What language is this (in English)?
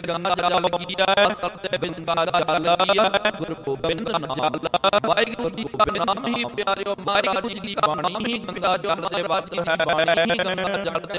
Punjabi